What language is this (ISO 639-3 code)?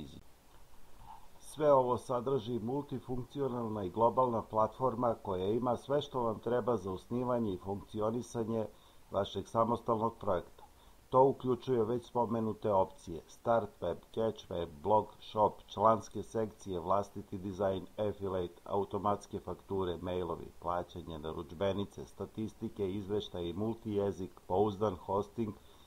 srp